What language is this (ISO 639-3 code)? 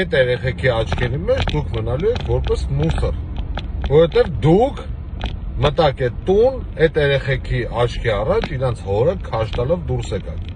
hye